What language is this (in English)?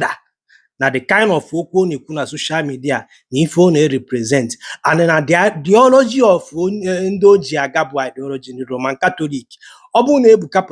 Igbo